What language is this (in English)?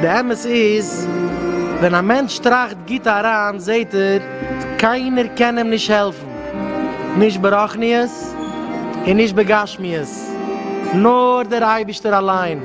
Yiddish